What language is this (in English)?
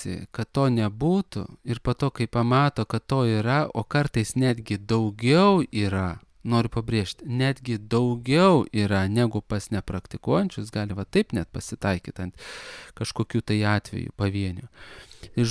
Lithuanian